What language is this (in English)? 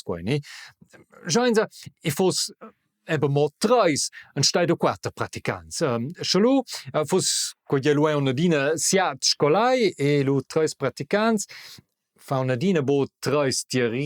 Romansh